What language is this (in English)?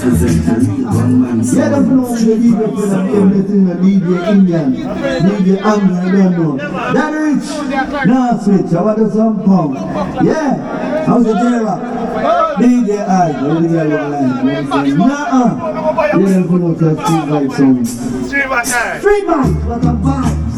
Jamaican Creole English